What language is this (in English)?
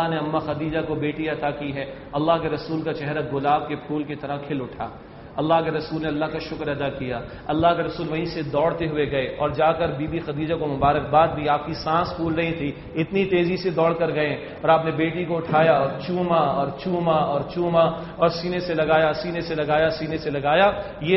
Urdu